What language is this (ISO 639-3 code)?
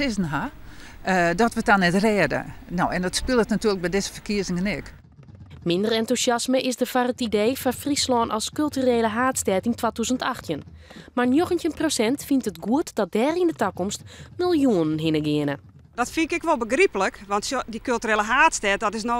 fry